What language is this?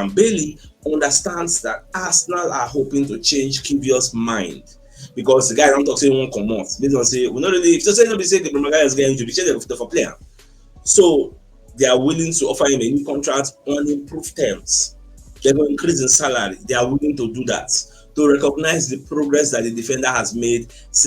Nigerian Pidgin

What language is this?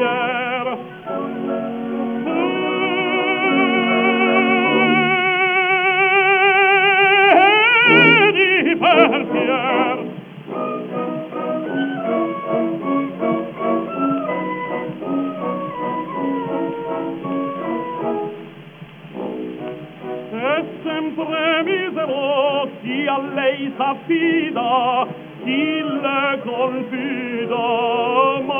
Italian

